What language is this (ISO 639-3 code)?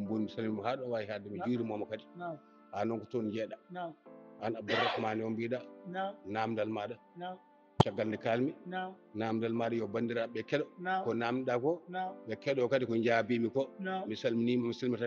ful